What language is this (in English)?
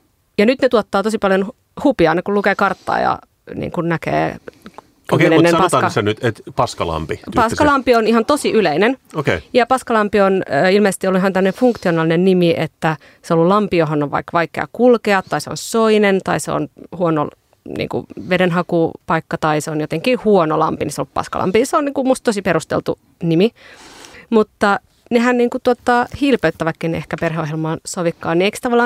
Finnish